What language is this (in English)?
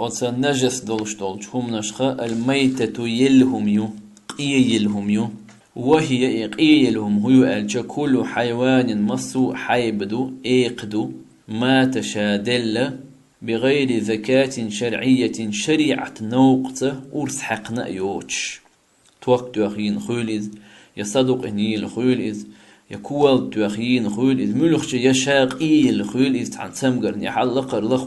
Chechen